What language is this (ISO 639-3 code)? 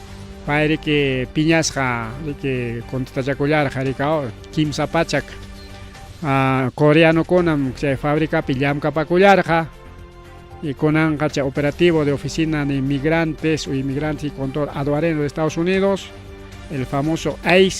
quy